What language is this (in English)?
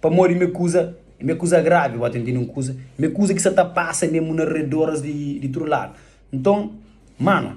Kabuverdianu